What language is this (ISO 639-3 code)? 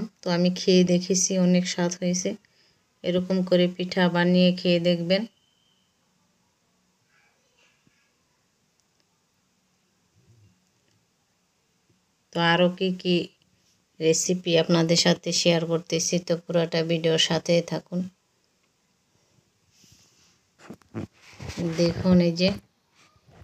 ben